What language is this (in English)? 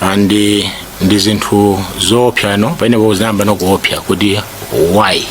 Nyanja